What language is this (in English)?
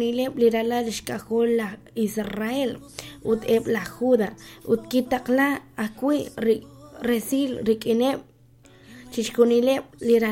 Kekchí